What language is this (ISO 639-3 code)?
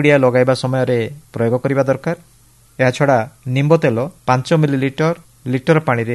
ori